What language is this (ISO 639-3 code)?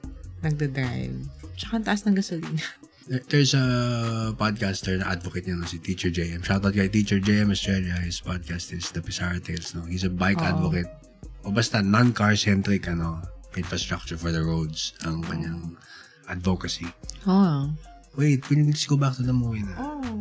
fil